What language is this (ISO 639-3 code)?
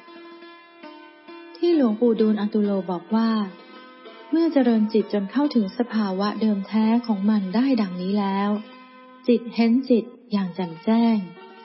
tha